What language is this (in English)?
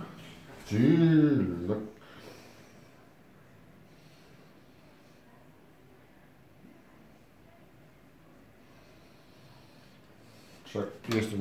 Dutch